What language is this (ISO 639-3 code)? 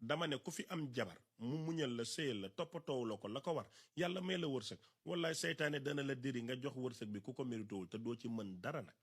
wol